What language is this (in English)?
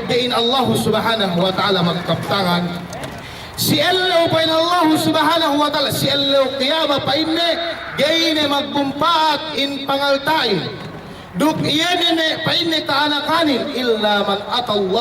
Yakan